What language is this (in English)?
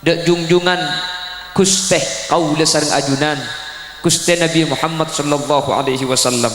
Madurese